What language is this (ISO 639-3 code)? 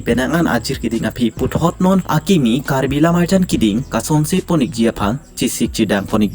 mjw